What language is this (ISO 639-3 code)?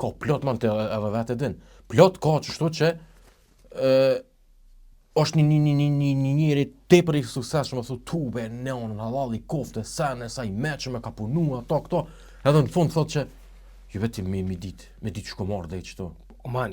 sqi